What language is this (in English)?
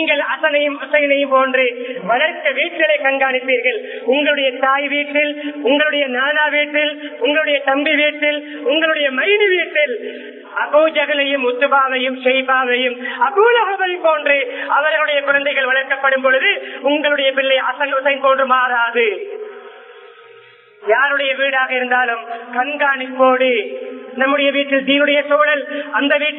Tamil